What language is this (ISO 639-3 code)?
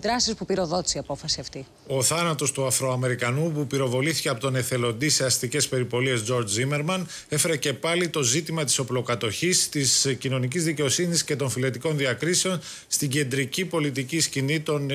ell